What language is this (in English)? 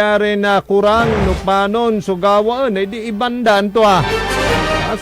Pangasinan